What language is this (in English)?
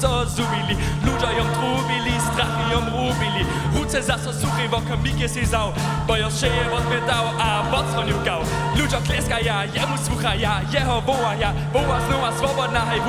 Upper Sorbian